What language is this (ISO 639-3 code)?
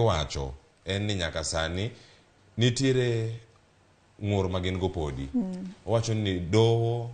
luo